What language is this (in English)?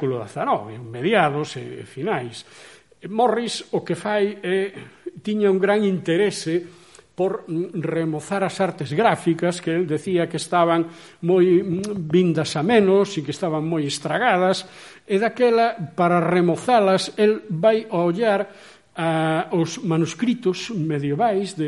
Galician